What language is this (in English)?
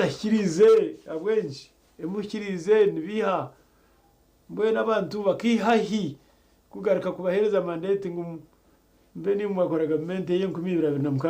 Nyankole